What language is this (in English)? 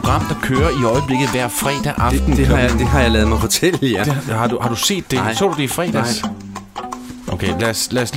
Danish